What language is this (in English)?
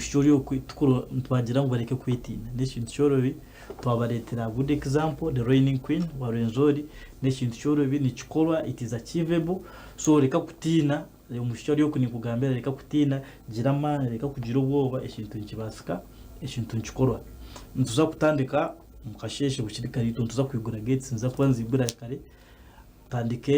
Nyankole